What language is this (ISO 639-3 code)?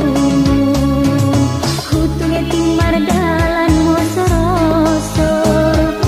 akb